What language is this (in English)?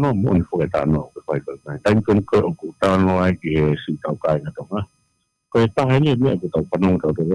Tongan